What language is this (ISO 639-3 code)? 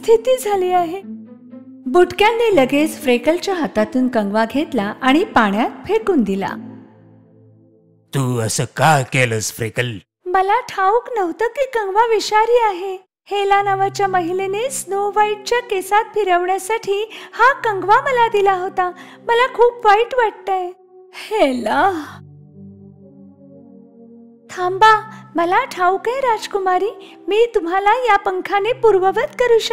mar